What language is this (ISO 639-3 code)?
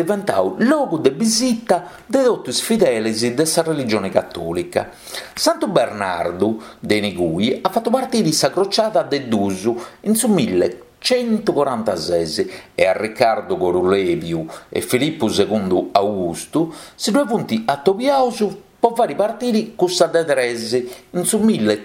srd